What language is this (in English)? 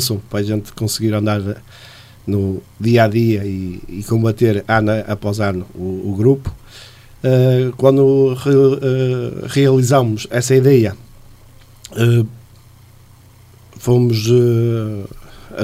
Portuguese